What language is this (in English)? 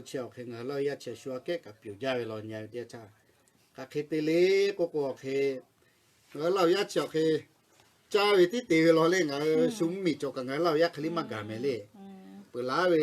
Lahu